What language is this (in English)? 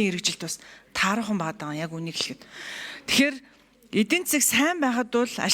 Mongolian